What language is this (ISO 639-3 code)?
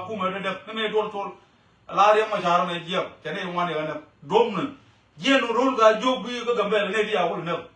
nus